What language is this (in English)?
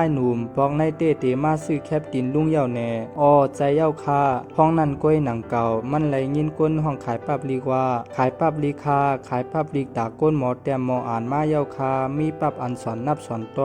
Shan